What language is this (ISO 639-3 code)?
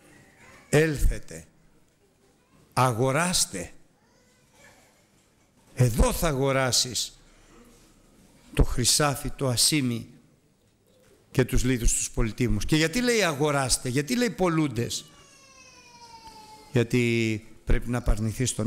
ell